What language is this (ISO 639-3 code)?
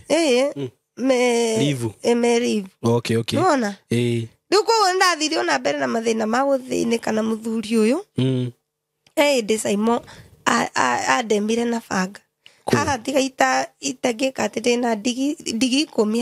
kik